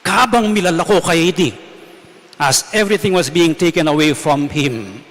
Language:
Pampanga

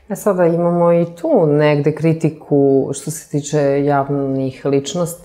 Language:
Serbian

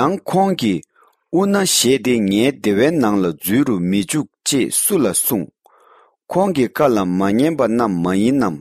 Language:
Tibetan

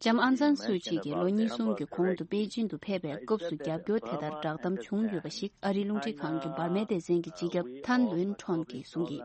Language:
Tibetan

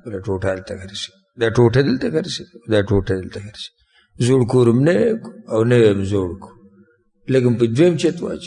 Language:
Pashto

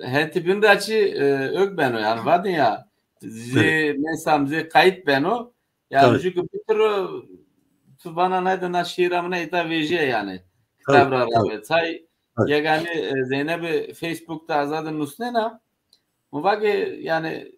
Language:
Zaza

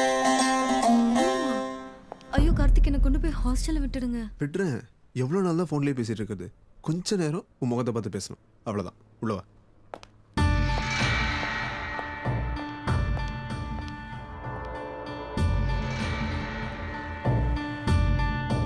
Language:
Tamil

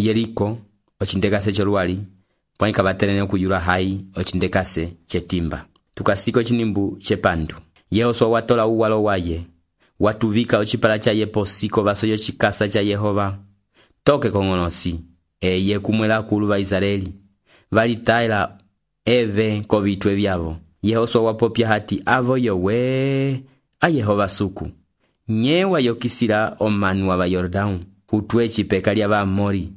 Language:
Umbundu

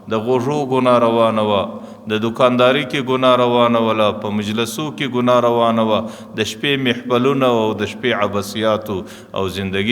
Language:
Pashto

